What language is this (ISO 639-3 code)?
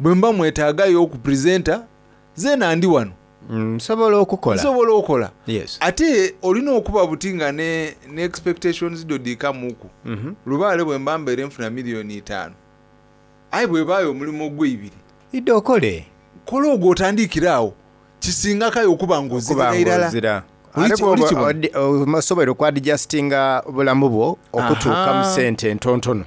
xog